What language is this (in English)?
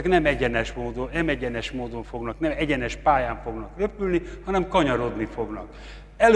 Hungarian